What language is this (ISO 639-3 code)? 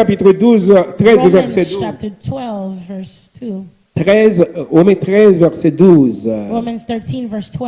hat